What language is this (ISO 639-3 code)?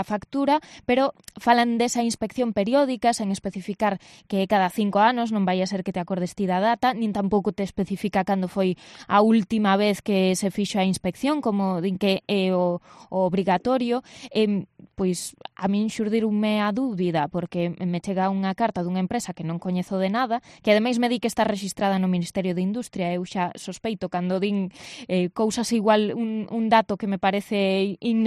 glg